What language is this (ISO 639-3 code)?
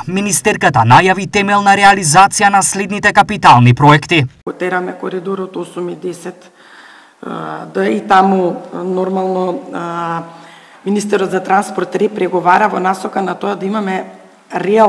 mkd